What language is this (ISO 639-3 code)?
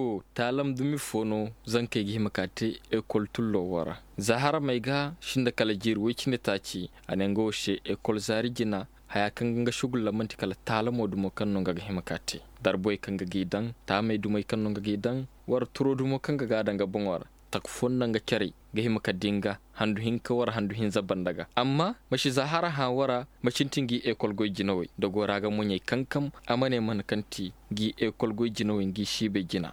dje